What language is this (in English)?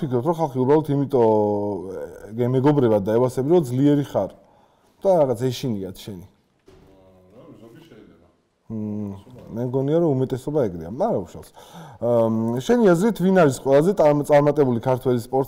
Georgian